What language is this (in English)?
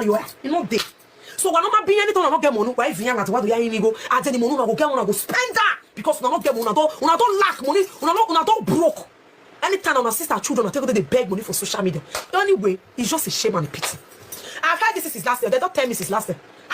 Nigerian Pidgin